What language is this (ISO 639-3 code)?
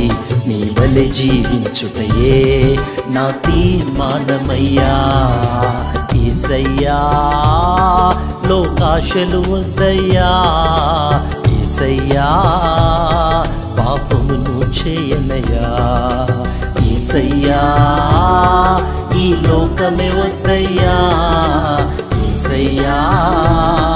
tel